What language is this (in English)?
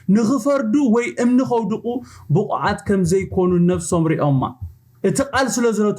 Tigrinya